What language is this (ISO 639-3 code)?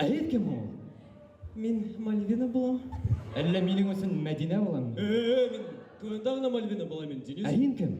bak